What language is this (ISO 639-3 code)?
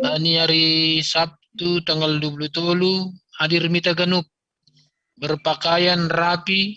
bts